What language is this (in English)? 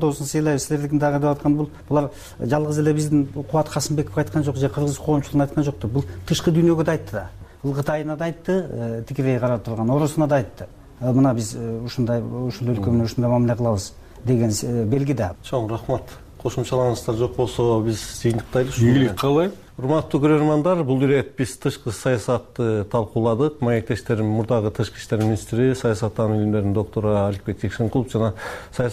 Kyrgyz